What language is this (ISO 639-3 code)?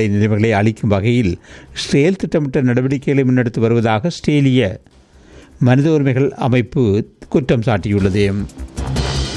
tam